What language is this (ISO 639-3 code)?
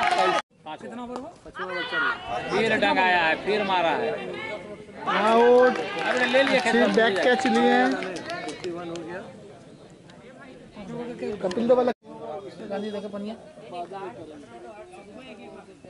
hin